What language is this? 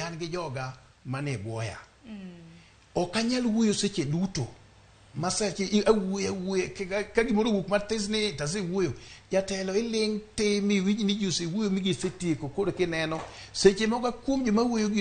Luo (Kenya and Tanzania)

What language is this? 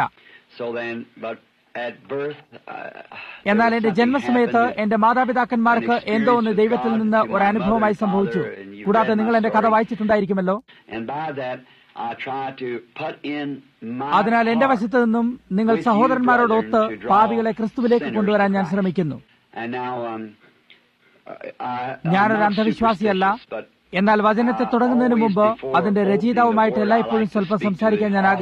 Malayalam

